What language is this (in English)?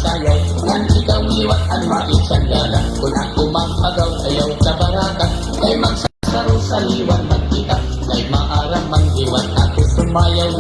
Waray